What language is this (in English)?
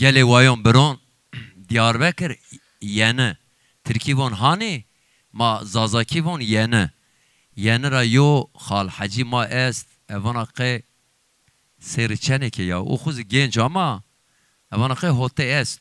Zaza